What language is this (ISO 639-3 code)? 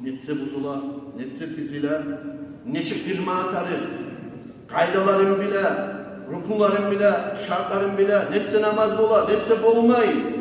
kum